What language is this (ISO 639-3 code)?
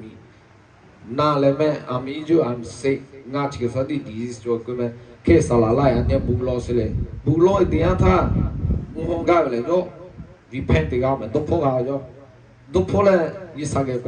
lhu